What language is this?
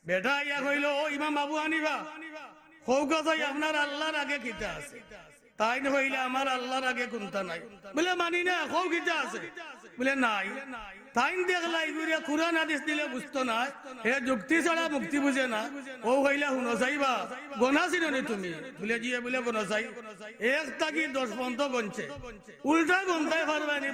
Sylheti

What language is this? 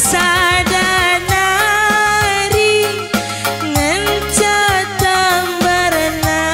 Batak Karo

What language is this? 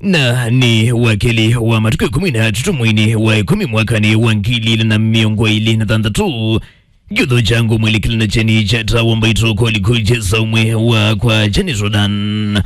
Kamba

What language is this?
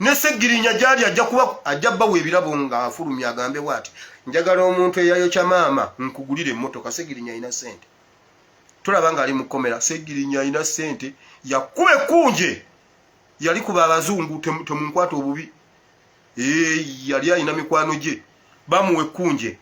Ganda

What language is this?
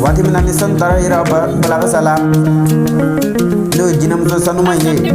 Bambara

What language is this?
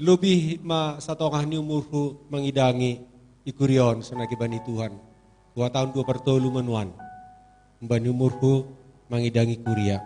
Batak Simalungun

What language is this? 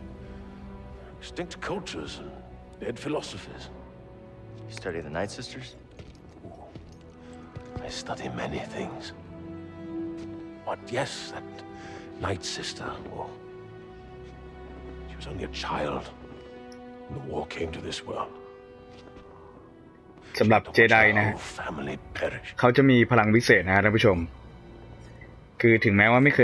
Thai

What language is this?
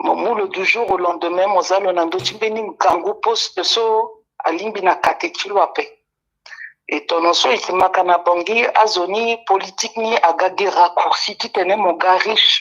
Sango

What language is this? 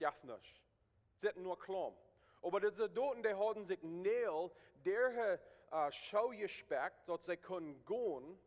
Plautdietsch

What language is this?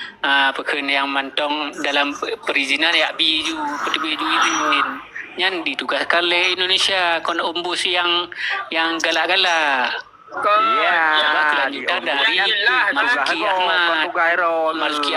Achinese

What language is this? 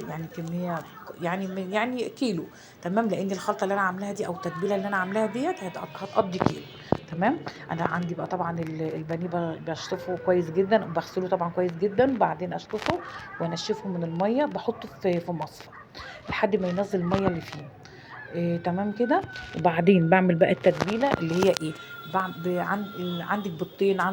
Egyptian Arabic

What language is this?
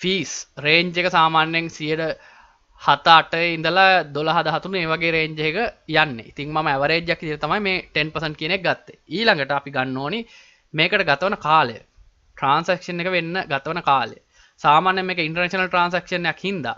Sinhala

